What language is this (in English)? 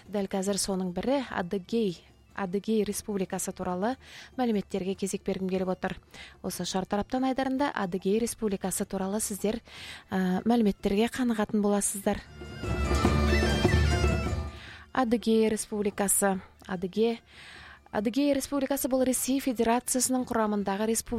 Kazakh